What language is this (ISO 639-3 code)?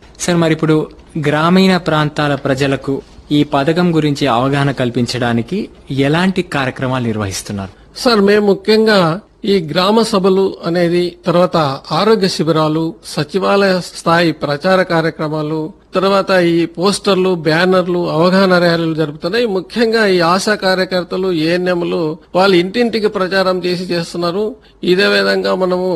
tel